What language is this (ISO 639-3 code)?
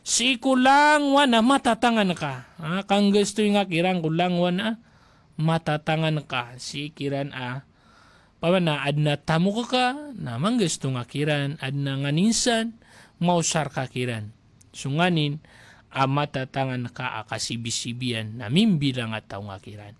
mrw